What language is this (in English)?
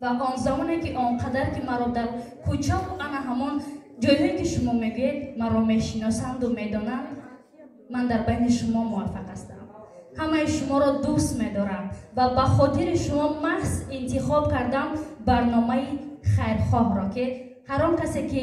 Tajik